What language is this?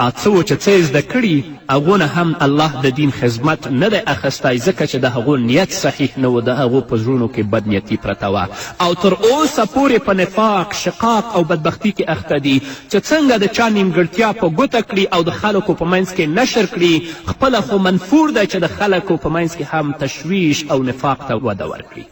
Pashto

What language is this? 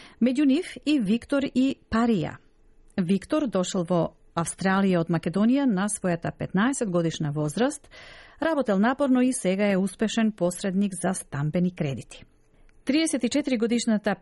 Macedonian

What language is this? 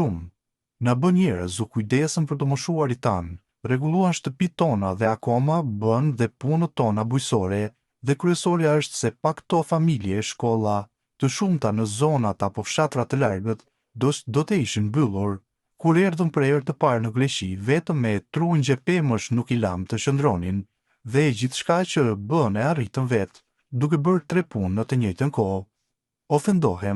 Albanian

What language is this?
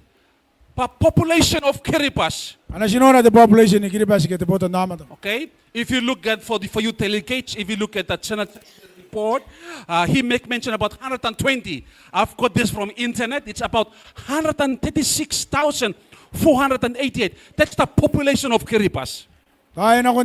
Gilbertese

